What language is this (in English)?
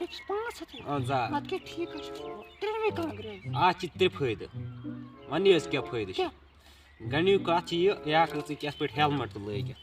Kashmiri